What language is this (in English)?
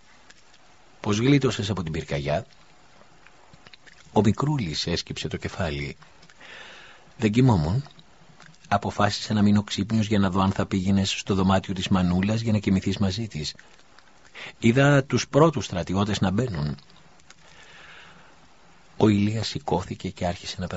Greek